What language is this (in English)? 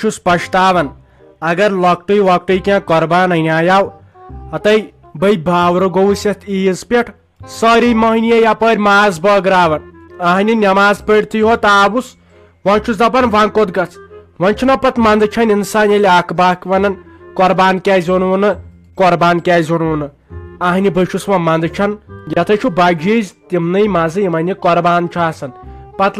Kashmiri